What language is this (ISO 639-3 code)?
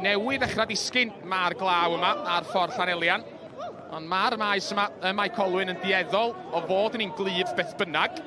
cym